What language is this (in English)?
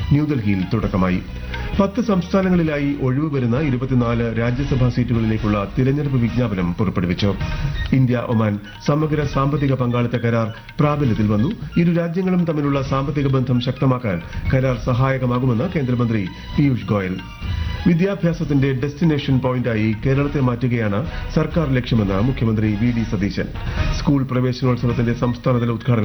Malayalam